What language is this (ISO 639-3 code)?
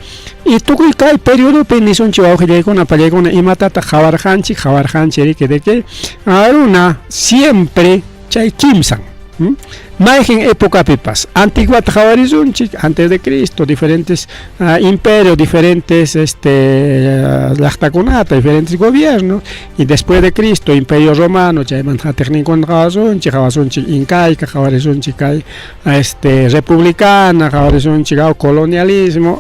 quy